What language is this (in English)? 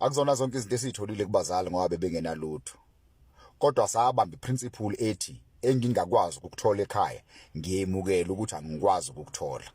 Zulu